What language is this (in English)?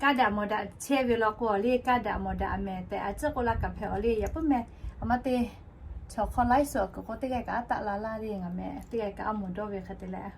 Lahu